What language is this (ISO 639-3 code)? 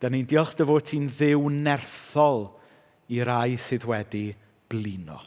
cym